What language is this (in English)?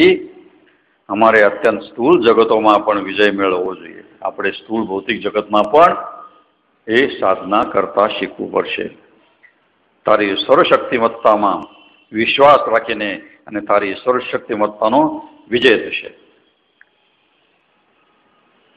Gujarati